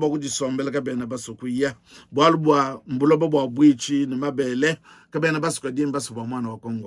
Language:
Luba-Lulua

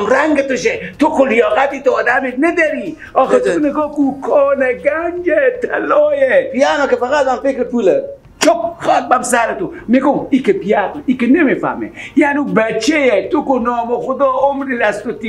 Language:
Persian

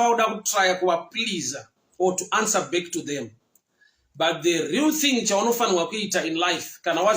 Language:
Shona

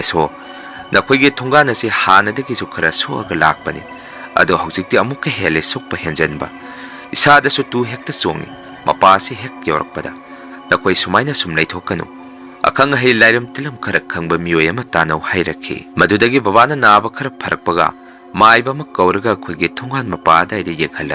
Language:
Manipuri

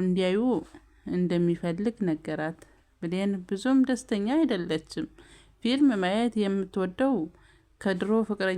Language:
Amharic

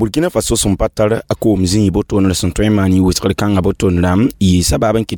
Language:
Mossi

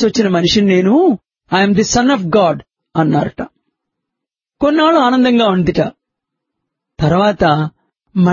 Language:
Telugu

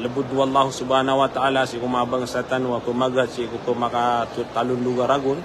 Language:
Maranao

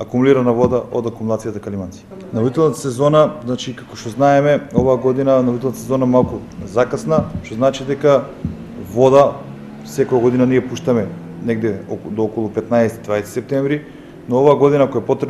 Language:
Macedonian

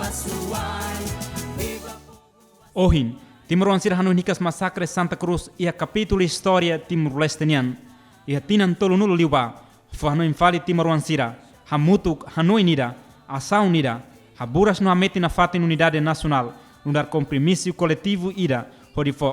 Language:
Tetum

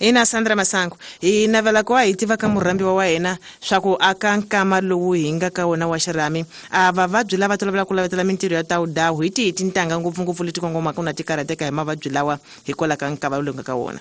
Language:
Tsonga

